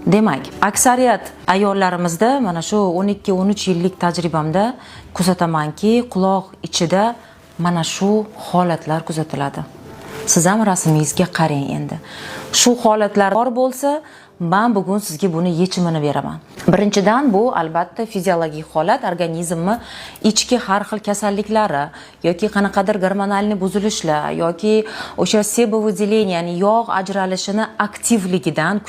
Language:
Uzbek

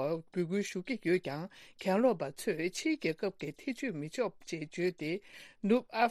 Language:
Tibetan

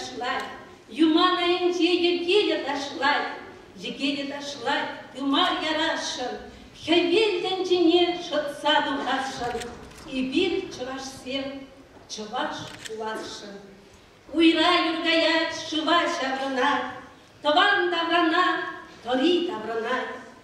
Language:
Chuvash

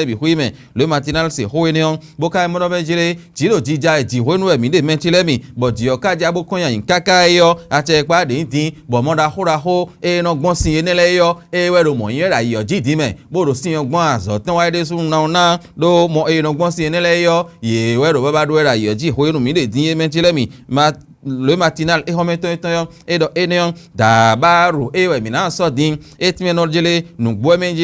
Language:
Fon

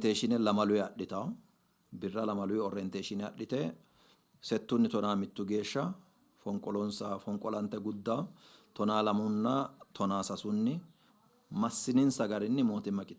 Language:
Sidamo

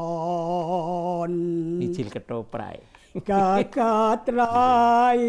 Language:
Javanese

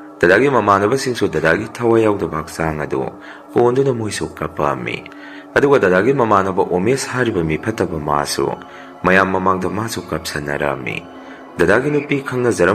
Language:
Manipuri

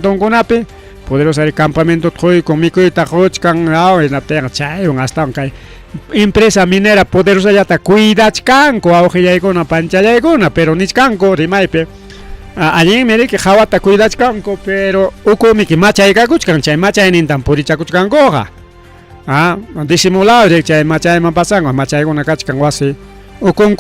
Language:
Ayacucho Quechua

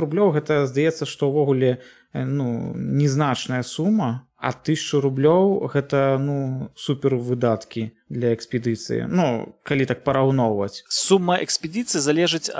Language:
Belarusian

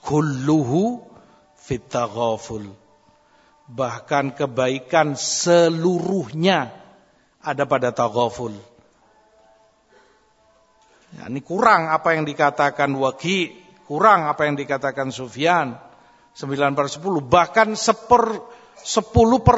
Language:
Indonesian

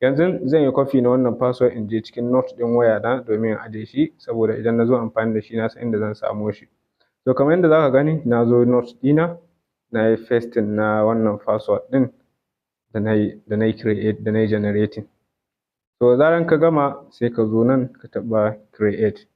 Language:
Hausa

